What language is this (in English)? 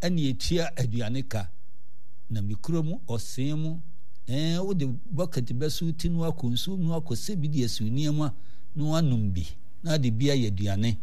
Akan